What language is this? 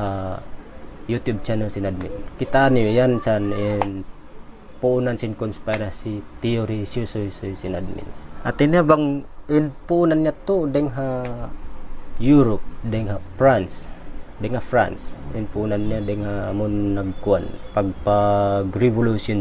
Tausug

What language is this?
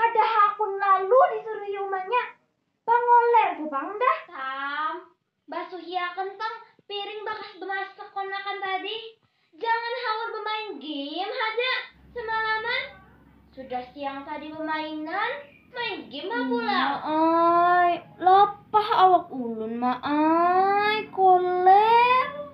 Banjar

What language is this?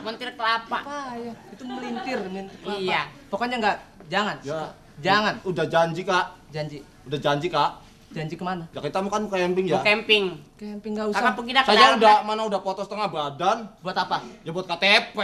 Betawi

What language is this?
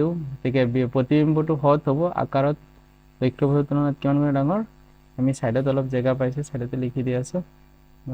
Assamese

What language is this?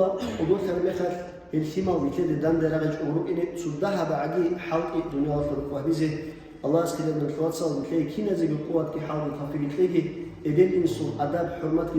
Avaric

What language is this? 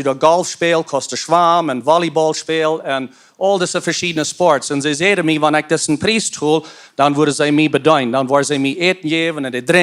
Plautdietsch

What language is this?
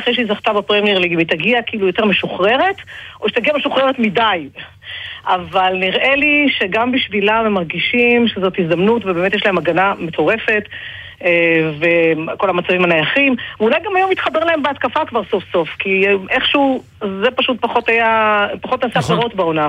Hebrew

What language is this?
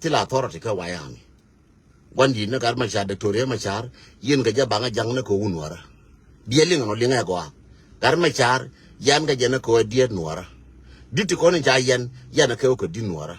Nuer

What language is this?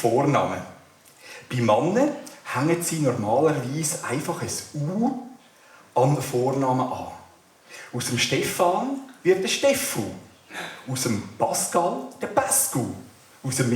Swiss German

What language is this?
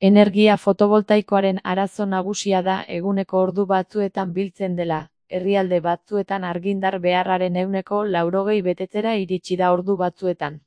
Basque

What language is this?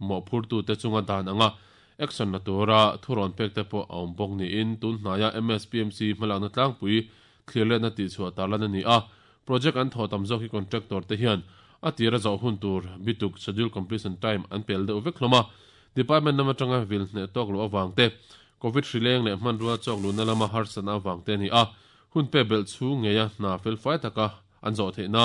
Mizo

